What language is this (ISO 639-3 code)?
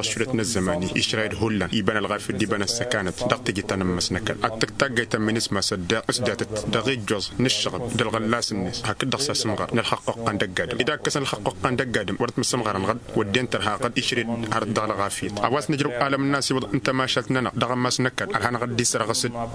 taq